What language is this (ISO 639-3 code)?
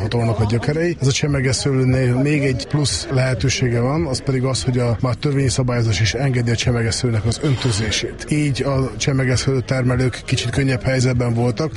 hun